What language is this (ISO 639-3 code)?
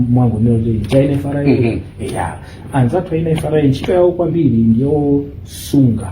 nya